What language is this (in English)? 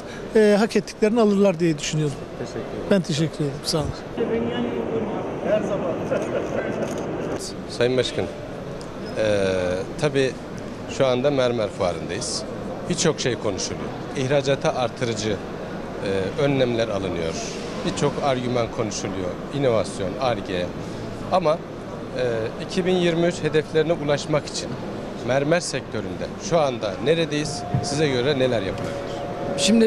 Turkish